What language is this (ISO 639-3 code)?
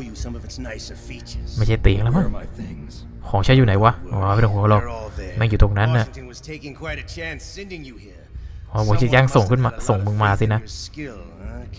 tha